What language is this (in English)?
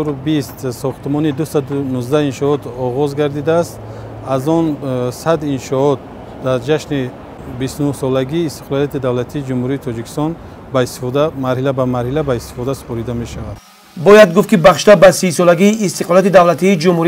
Tajik